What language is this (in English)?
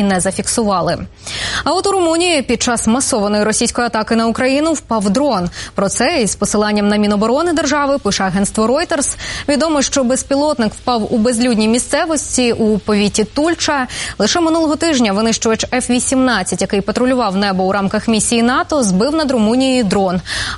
Ukrainian